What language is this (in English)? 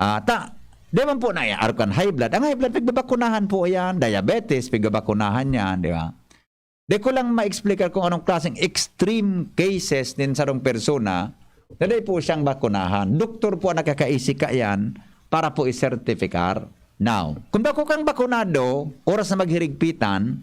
Bikol